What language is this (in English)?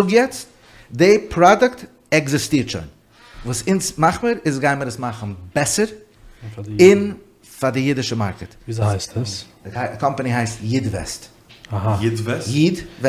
Yiddish